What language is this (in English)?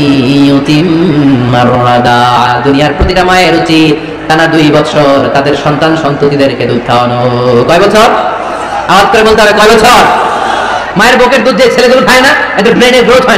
Bangla